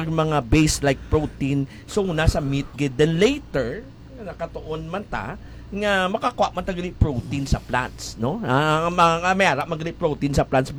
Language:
Hiligaynon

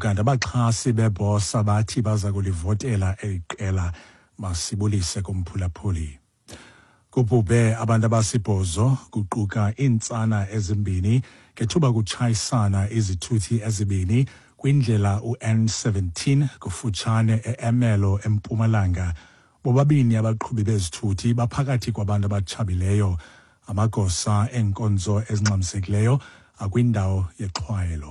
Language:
Xhosa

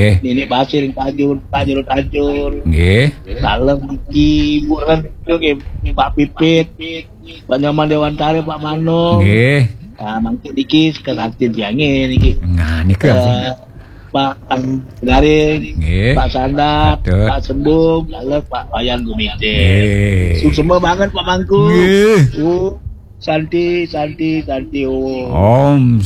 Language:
Balinese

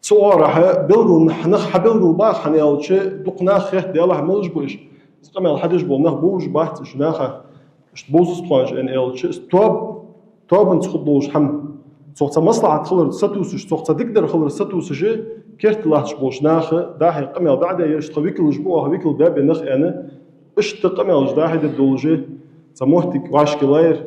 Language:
Ingush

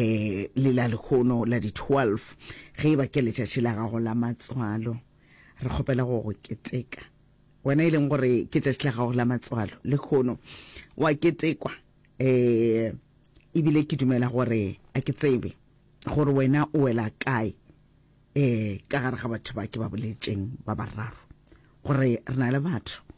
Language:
Northern Sotho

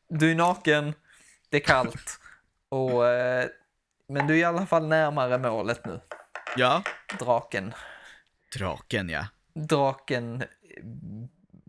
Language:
Swedish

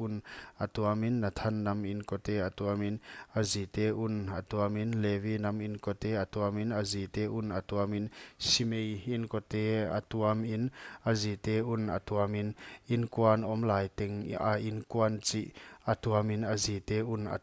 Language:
Paite Chin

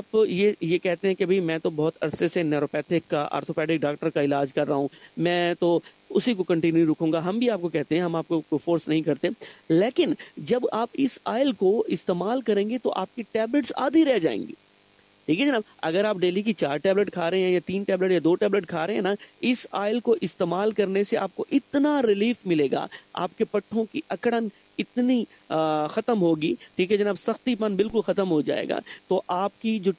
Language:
Urdu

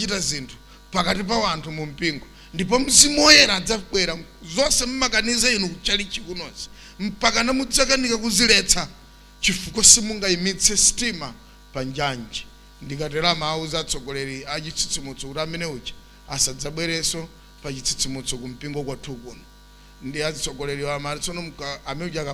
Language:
Nyanja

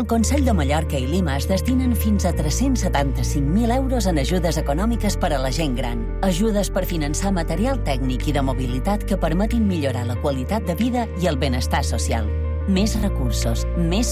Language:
Catalan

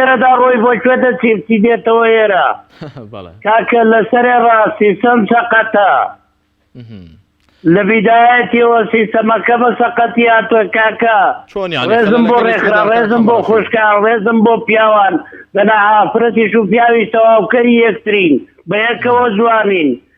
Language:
Central Kurdish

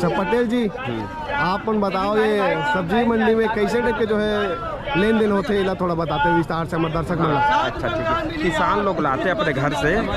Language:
Chhattisgarhi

